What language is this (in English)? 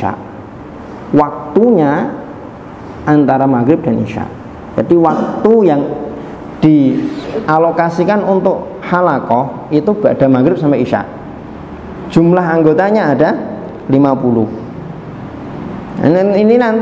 Indonesian